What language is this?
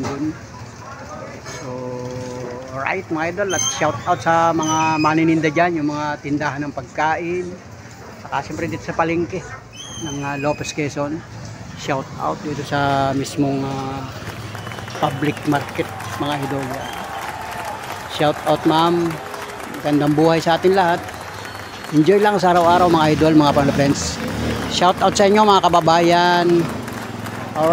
Filipino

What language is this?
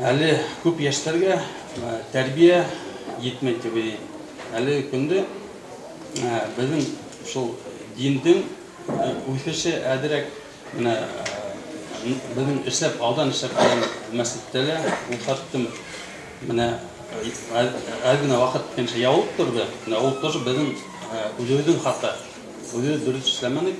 Bashkir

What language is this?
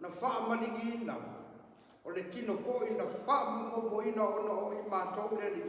Samoan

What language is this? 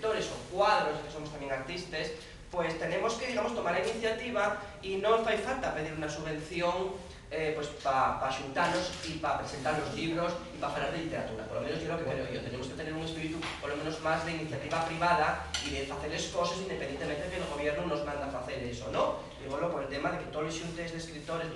Asturian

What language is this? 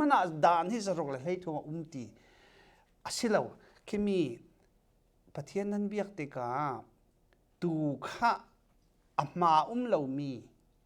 Falam Chin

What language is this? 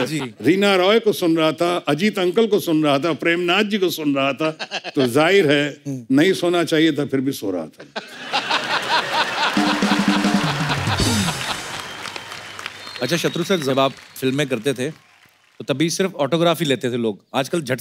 Hindi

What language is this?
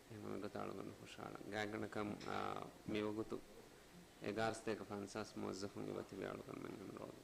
Divehi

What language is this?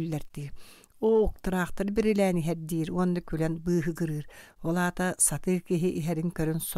Yakut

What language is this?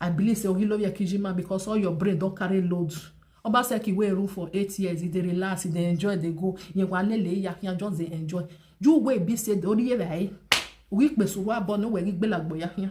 Nigerian Pidgin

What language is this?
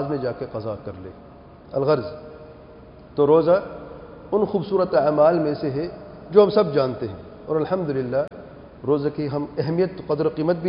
Urdu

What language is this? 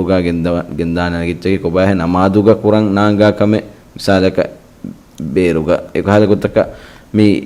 Divehi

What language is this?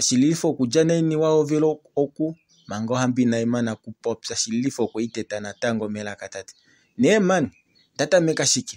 Kuanyama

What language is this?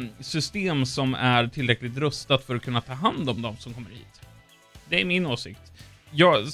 Swedish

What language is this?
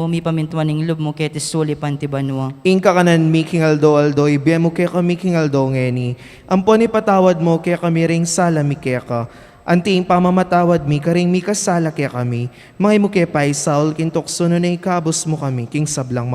Pampanga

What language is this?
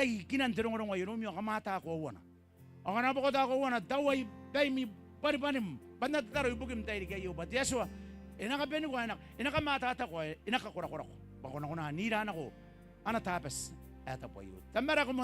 Gilbertese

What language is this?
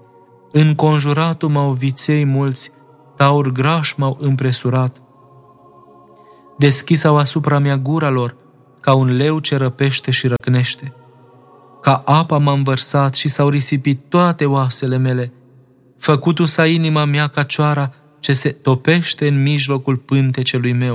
Romanian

